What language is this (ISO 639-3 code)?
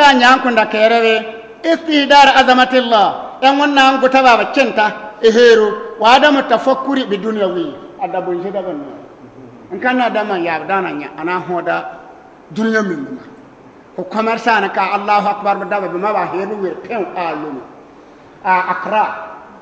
bib